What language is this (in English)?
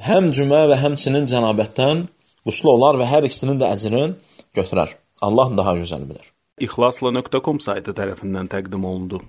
Azerbaijani